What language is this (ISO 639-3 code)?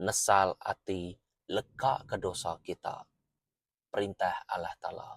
iba